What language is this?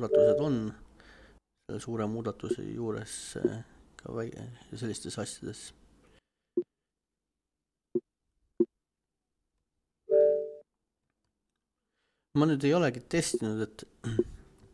Estonian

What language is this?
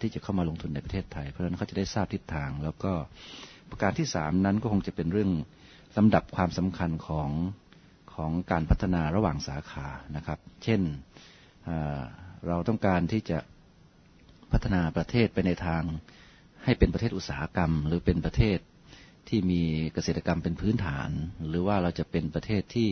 Thai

